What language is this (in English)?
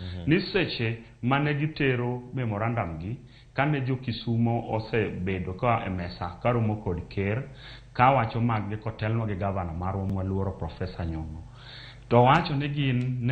Luo (Kenya and Tanzania)